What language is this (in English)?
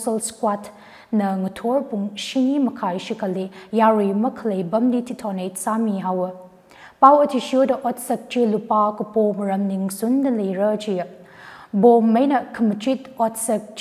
Tangkhul Naga (India)